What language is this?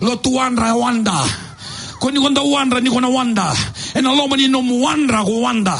Fijian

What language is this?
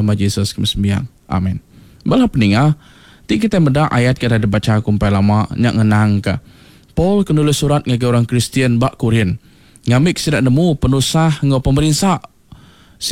Iban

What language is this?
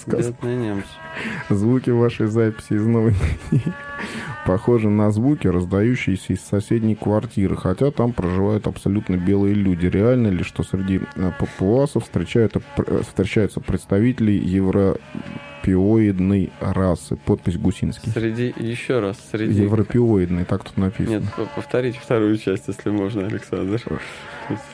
Russian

